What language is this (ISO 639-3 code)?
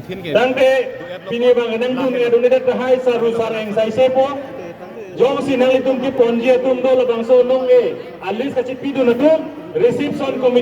mjw